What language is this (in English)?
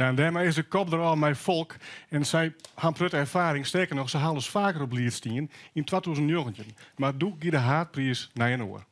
Western Frisian